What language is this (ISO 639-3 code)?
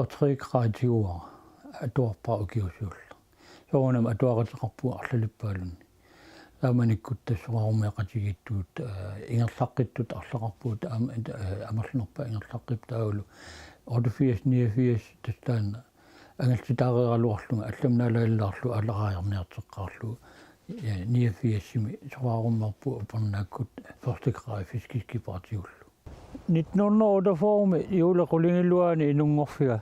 kal